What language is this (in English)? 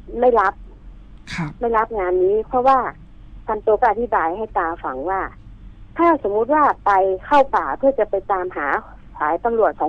Thai